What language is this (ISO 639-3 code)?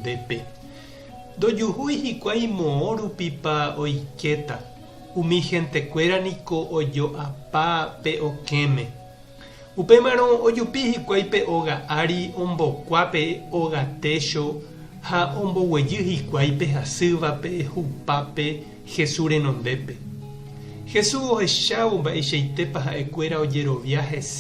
grn